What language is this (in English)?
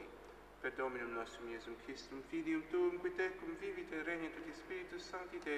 Latin